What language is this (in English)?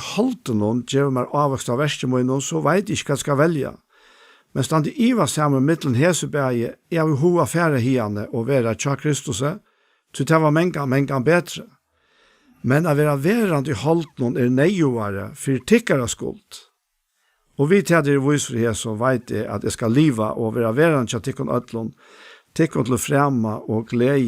Faroese